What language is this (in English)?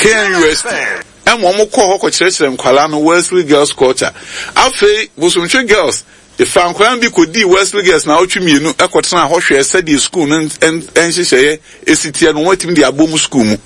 Akan